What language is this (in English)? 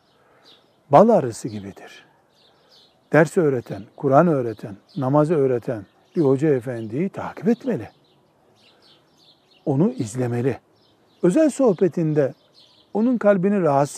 Turkish